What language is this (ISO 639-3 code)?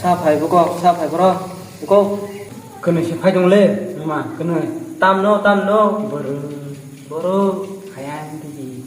trp